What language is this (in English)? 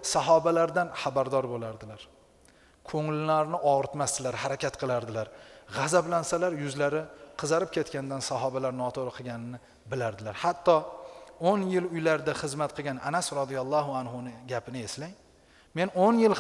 Uzbek